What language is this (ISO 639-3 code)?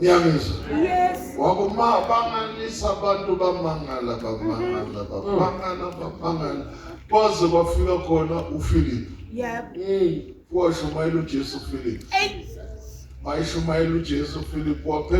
zul